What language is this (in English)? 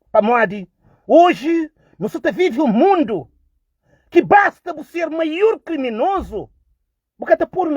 Kabuverdianu